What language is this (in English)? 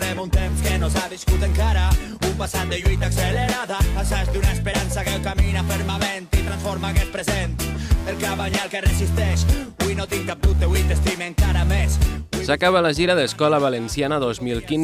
Catalan